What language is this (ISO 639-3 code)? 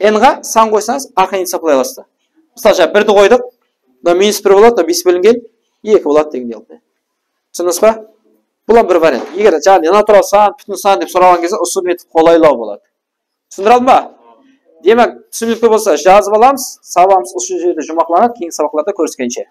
kaa